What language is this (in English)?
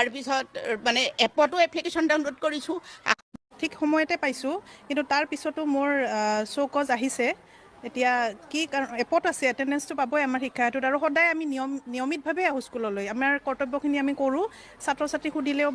Assamese